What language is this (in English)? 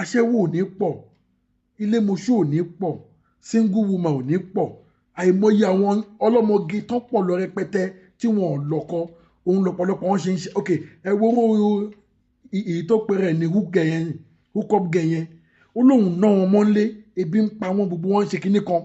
Yoruba